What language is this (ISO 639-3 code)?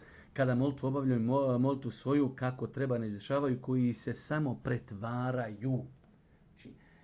bos